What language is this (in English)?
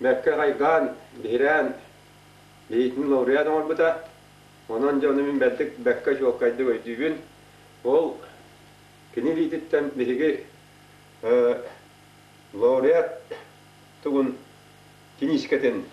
Yakut